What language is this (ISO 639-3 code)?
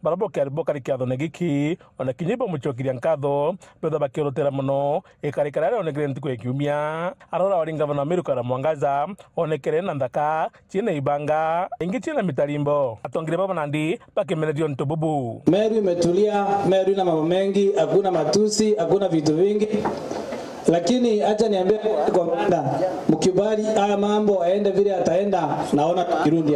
mer